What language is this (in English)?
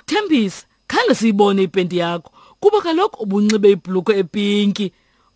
Xhosa